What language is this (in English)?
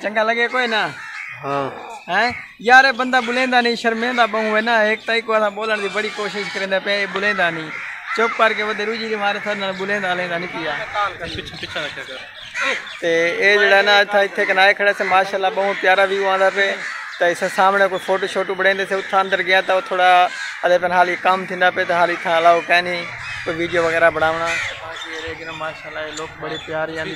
Saraiki